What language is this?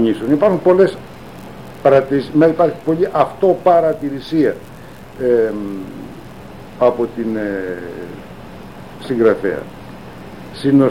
Greek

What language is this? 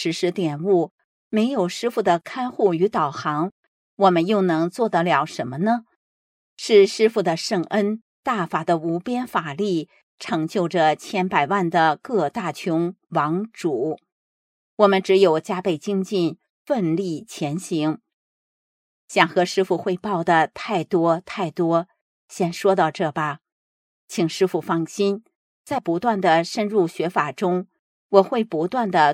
Chinese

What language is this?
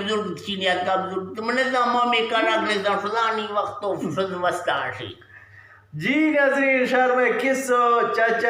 Eastern Balochi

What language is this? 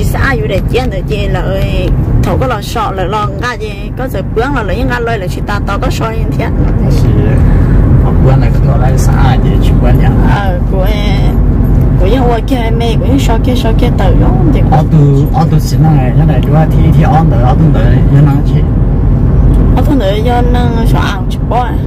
Vietnamese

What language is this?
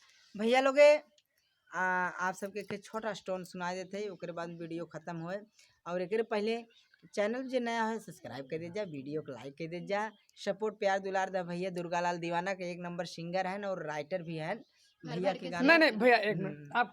Bhojpuri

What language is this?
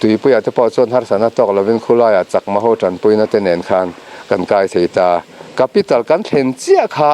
Mizo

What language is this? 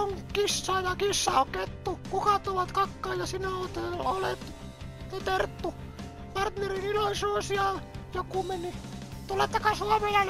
Finnish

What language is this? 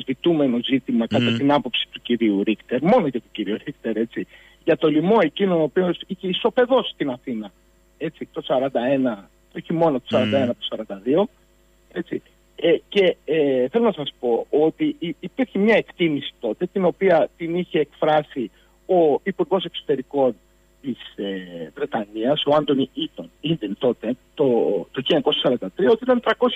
Greek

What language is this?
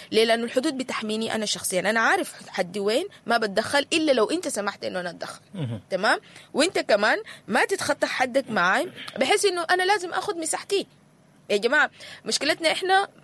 Sudanese Arabic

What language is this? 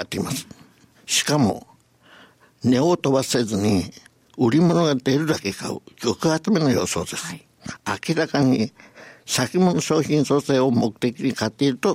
Japanese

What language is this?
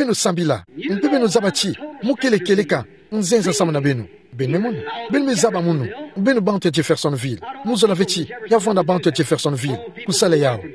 Kituba (Democratic Republic of Congo)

